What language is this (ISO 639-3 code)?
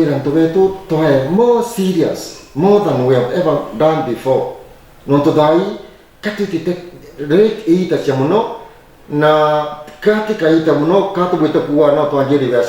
mer